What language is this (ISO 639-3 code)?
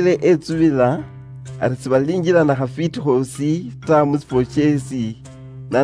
luy